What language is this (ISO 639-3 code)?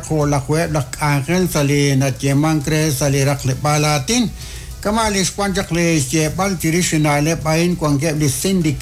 kek